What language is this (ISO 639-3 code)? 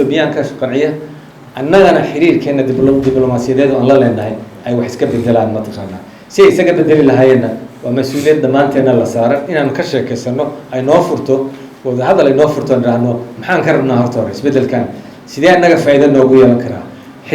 som